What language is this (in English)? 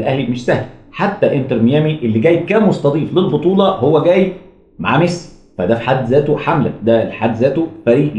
Egyptian Arabic